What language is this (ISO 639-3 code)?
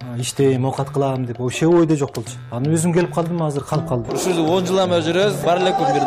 kir